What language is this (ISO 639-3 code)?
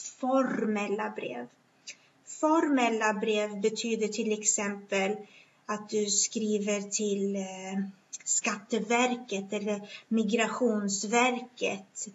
swe